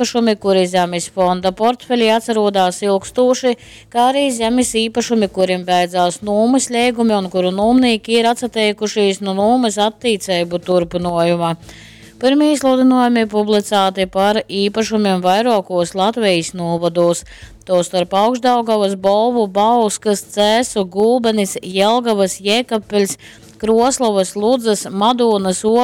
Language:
Latgalian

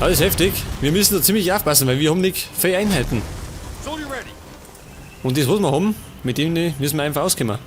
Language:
Bavarian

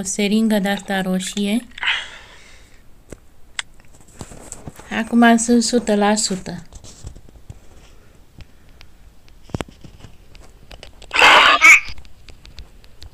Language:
Romanian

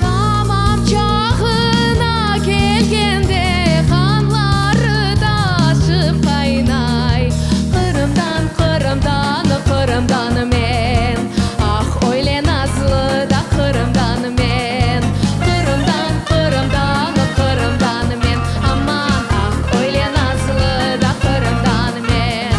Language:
Crimean Tatar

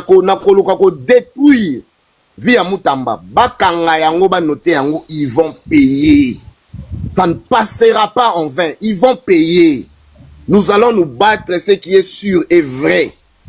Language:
Lingala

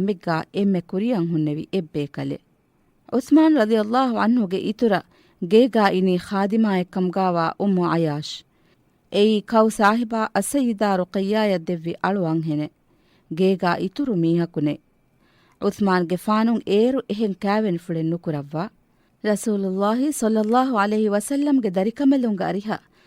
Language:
Divehi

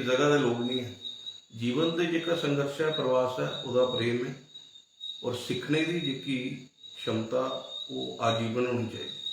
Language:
Dogri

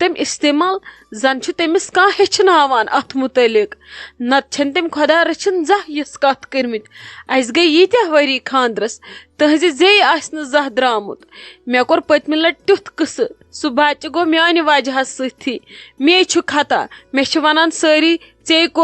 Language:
Kashmiri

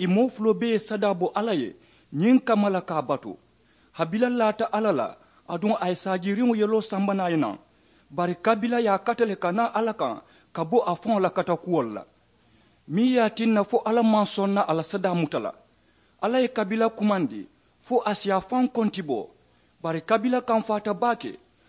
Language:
Mandingo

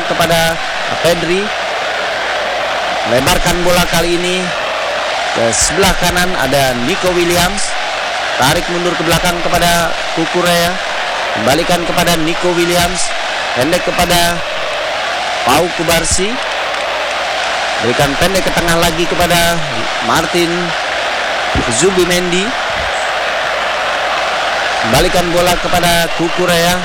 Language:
Indonesian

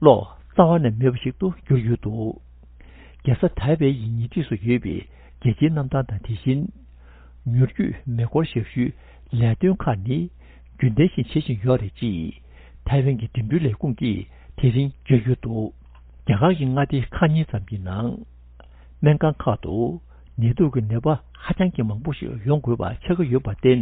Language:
Tibetan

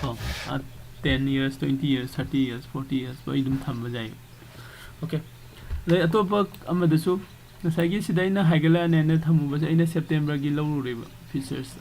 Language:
Manipuri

